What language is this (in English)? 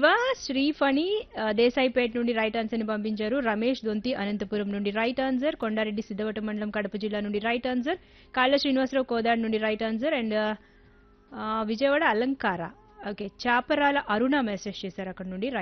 Telugu